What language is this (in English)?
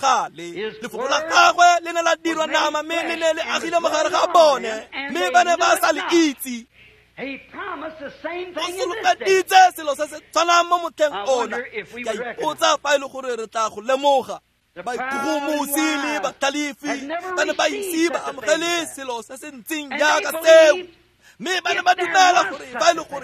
Tswana